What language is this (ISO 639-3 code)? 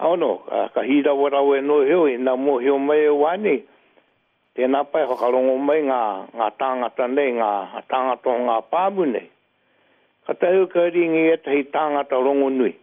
mri